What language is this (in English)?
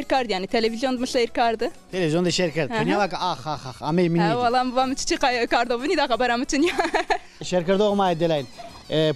Zaza